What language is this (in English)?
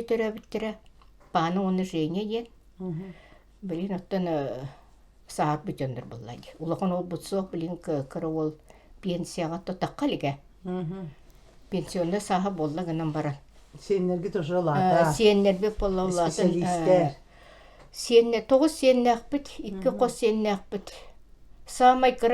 Yakut